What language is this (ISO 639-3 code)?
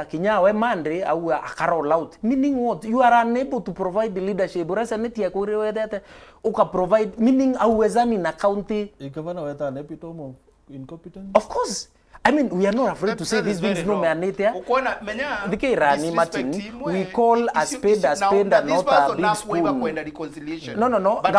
mer